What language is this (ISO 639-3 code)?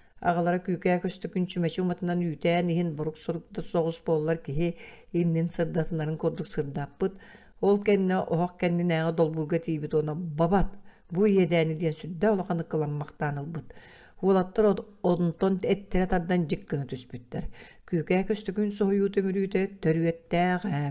sah